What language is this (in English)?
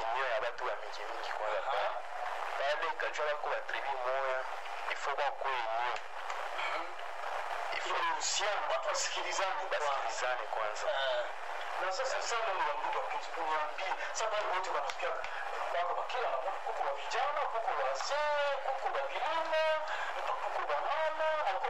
Swahili